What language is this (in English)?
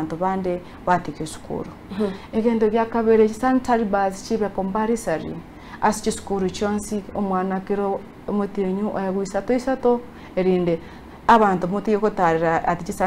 Gusii